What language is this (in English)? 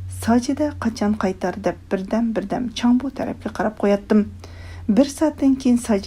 Uyghur